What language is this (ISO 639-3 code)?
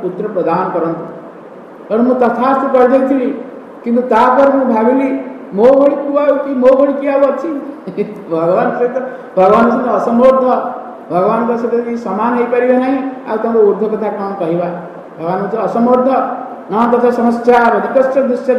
ori